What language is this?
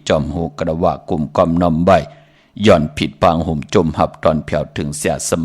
Shan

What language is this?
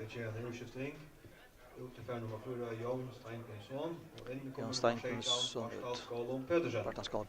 Faroese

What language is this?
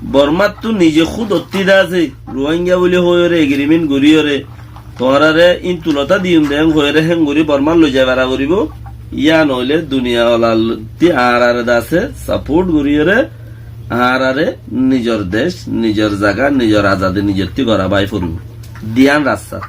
Rohingya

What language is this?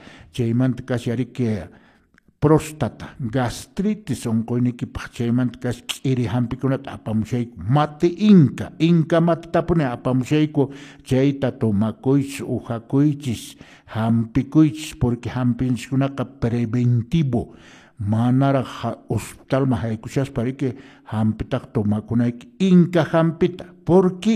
Quechua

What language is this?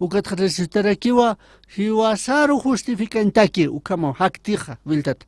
Aymara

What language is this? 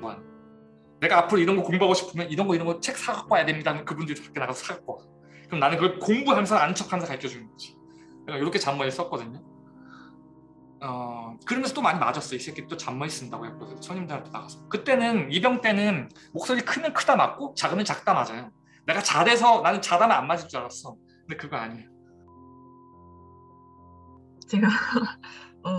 Korean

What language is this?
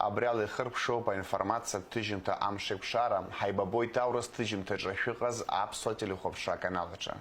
Abkhazian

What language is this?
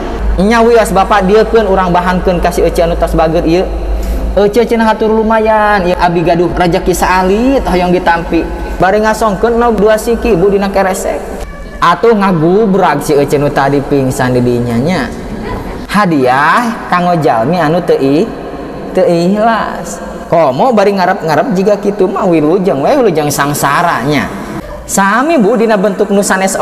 Sundanese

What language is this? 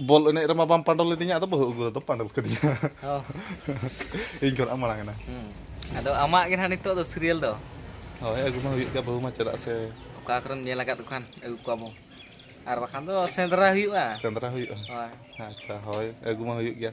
Santali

